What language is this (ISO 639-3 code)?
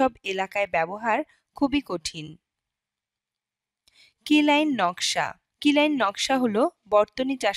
ben